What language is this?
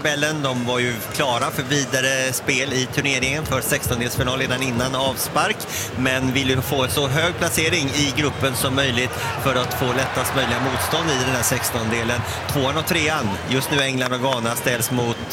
Swedish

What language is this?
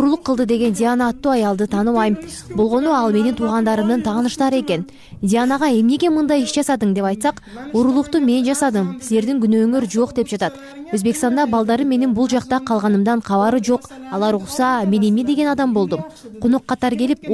Kyrgyz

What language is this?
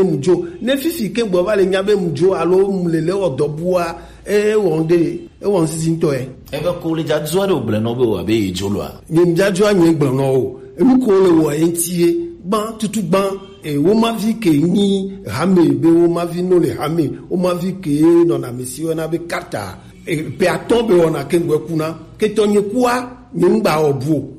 Gen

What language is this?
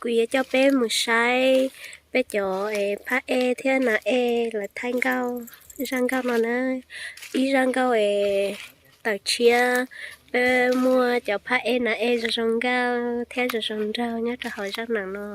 Hmong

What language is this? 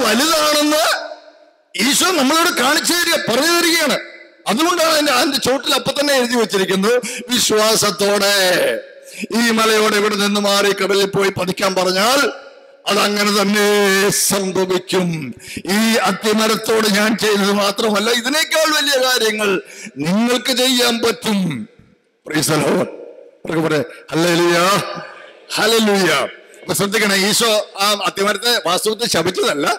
Malayalam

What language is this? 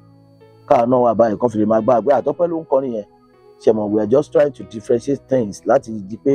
Yoruba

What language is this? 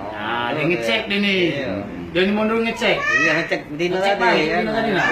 Musi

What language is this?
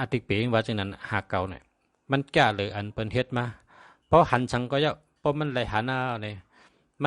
Shan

